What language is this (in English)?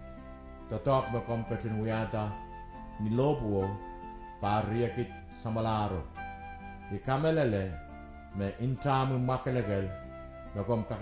Pohnpeian